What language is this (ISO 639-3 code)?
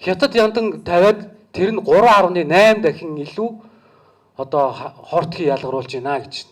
mon